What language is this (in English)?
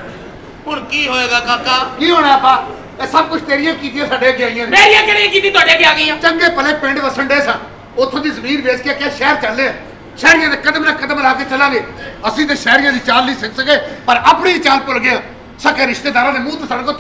Punjabi